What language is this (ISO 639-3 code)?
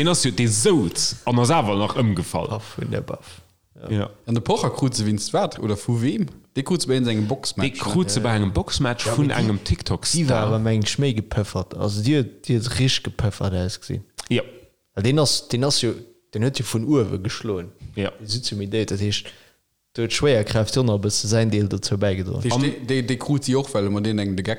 ltz